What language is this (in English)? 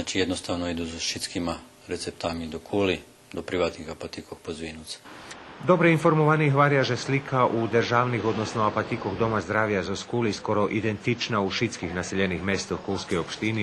Rusyn